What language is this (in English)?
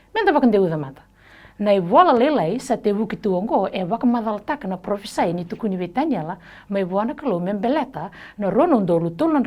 Fijian